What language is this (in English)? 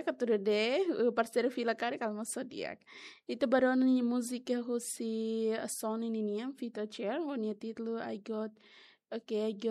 Tetum